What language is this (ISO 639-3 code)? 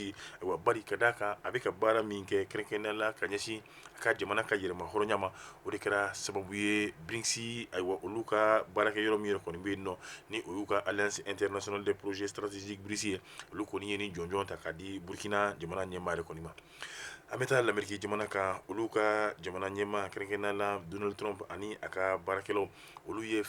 bam